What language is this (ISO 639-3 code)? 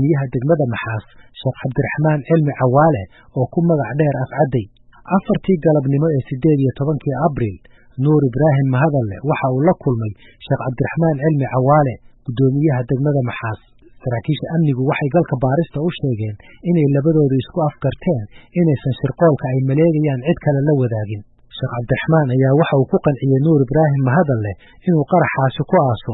som